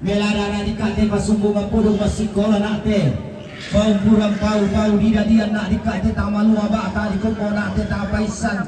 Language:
Toraja-Sa'dan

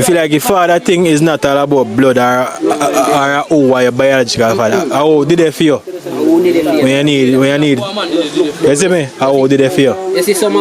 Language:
Jamaican Creole English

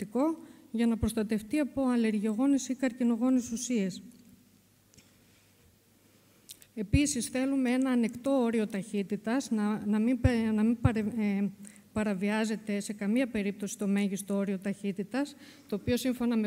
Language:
Greek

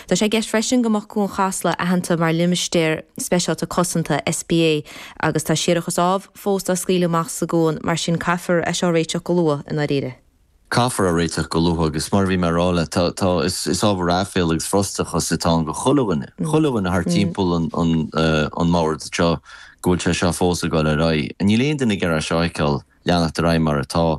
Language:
Irish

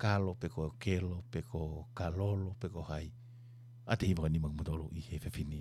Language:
Tongan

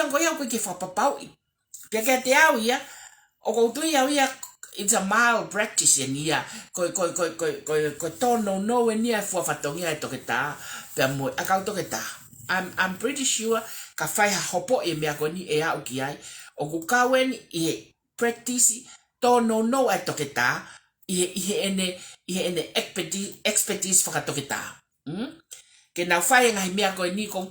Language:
Tongan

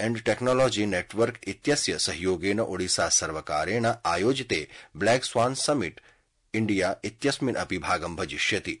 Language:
Sanskrit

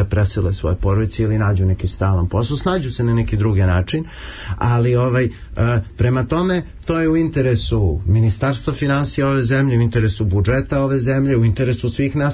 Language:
Serbian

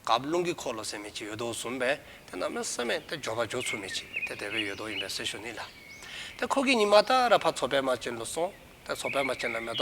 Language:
Dzongkha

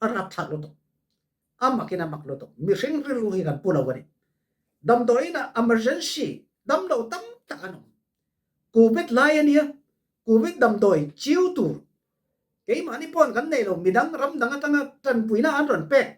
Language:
Falam Chin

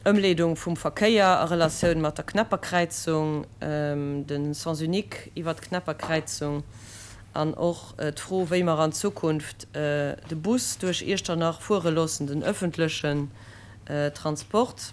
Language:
Luxembourgish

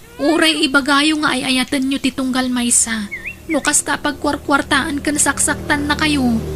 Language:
Iloko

